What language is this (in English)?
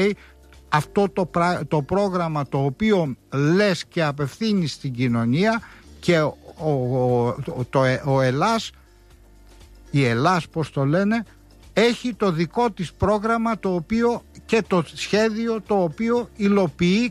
Greek